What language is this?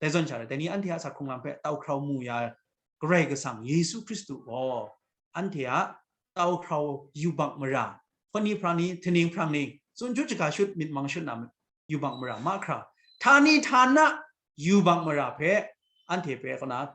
Kachin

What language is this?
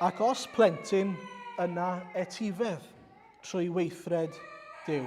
Welsh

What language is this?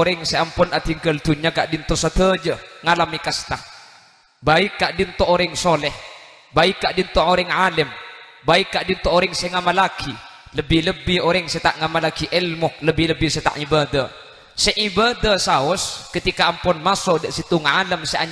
Madurese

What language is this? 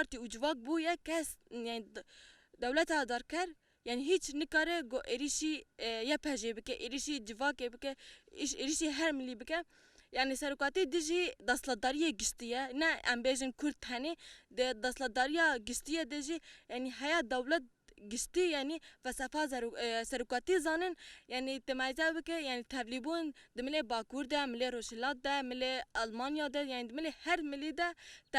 Kurdish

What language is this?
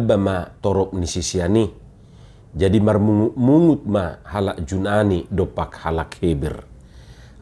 Batak Toba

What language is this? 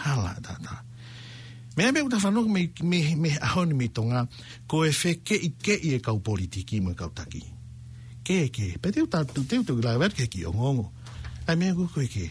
Tongan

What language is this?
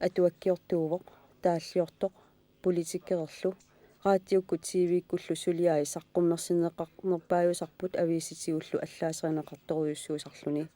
Kalaallisut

